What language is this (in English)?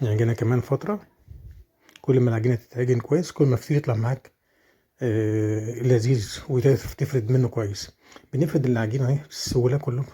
Egyptian Arabic